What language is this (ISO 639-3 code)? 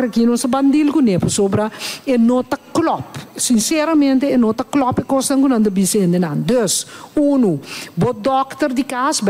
pap